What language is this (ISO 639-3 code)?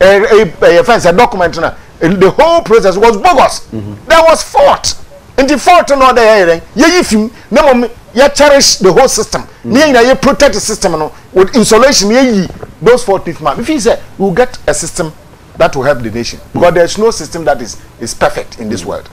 aka